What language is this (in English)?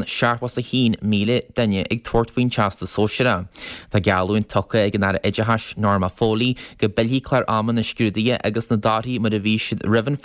Irish